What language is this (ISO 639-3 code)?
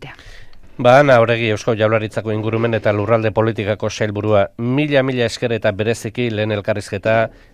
eus